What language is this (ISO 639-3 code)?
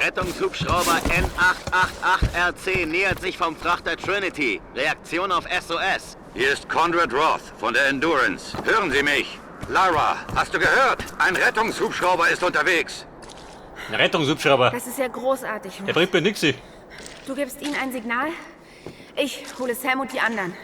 bar